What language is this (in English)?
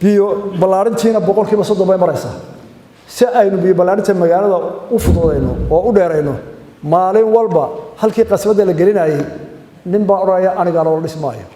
Somali